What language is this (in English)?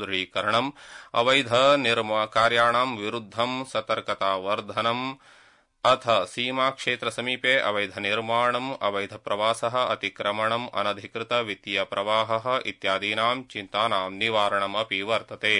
Sanskrit